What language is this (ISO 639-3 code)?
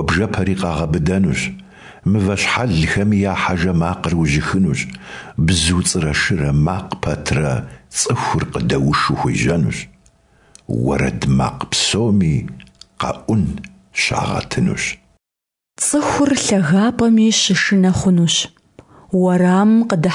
kbd